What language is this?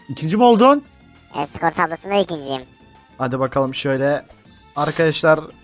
Turkish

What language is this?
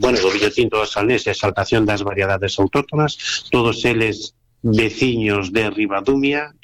Galician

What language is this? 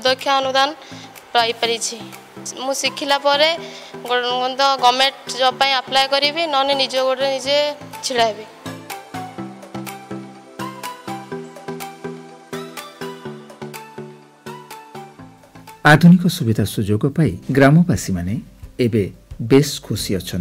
Odia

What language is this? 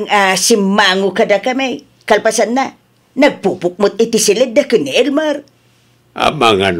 Iloko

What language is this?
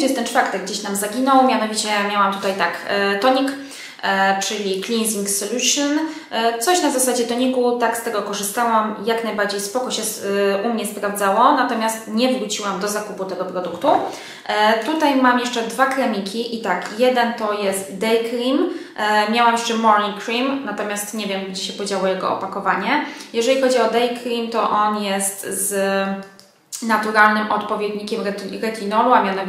Polish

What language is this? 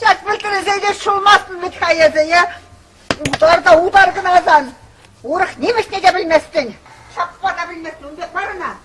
Chuvash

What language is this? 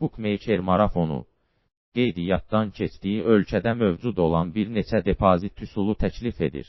Azerbaijani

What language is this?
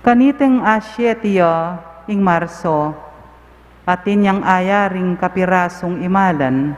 Pampanga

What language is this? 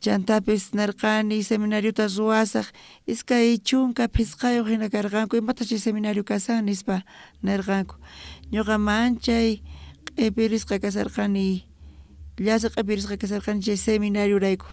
South Bolivian Quechua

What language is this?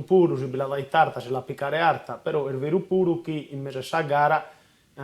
Sardinian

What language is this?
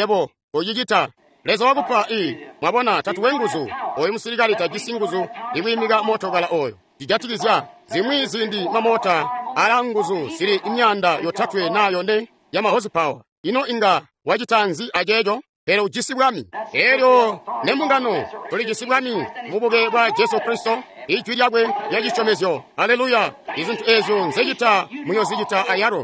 Tonga (Zambia)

